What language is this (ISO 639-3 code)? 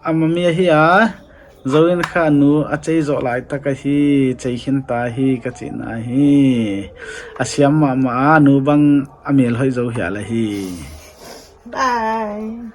pck